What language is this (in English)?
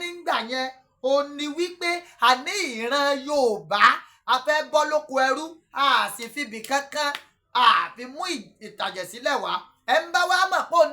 Yoruba